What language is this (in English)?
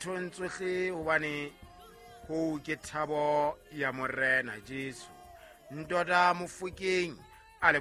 Southern Sotho